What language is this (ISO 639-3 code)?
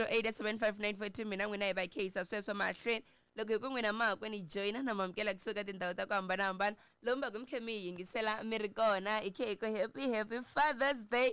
tso